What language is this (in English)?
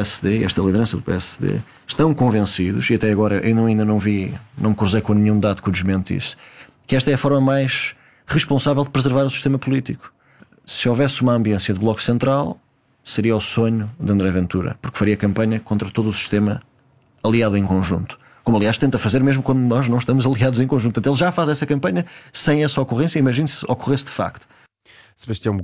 Portuguese